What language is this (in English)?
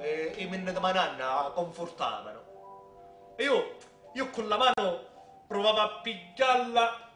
Sicilian